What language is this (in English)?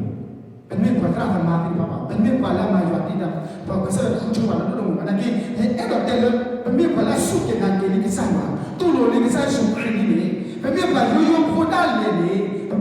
S'gaw Karen